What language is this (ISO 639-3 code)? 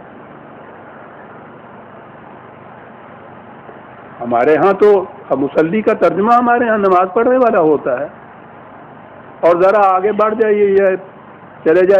urd